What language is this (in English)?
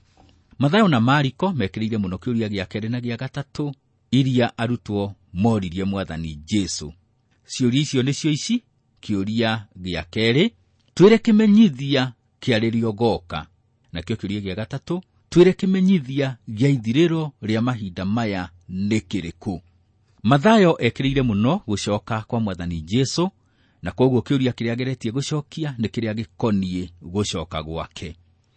Kikuyu